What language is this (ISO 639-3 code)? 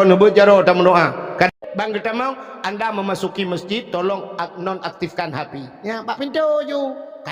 ace